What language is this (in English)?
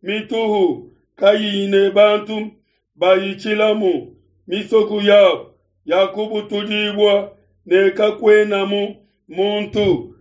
Luba-Lulua